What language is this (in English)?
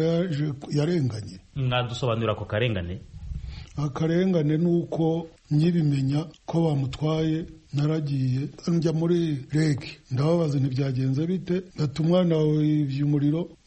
Kinyarwanda